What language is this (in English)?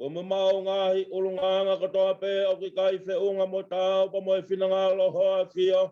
Tongan